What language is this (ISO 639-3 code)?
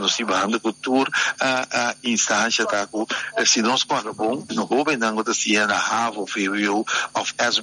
pap